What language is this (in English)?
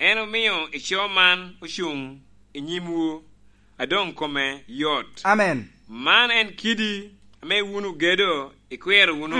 Lango (Uganda)